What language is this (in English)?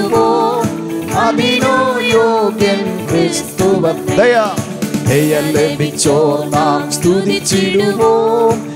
Malayalam